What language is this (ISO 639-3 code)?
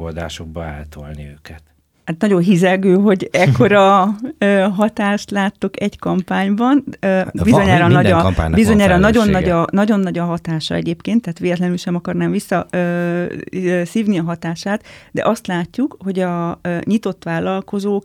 hun